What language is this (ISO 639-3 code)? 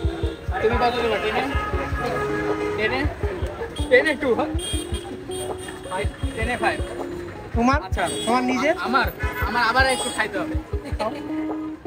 ben